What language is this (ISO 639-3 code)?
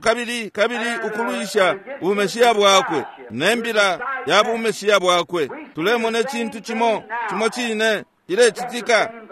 bem